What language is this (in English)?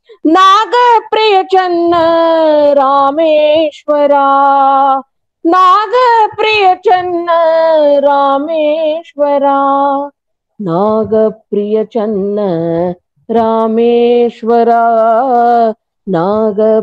Kannada